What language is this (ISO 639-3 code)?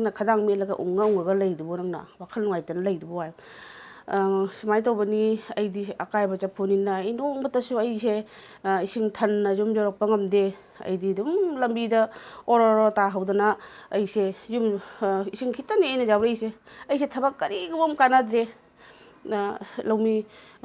mni